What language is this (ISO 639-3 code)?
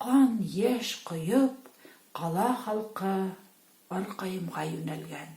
bak